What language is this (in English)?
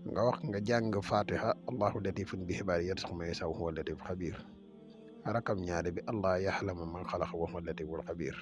Wolof